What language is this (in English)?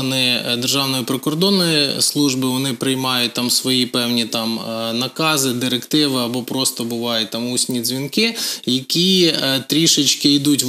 Ukrainian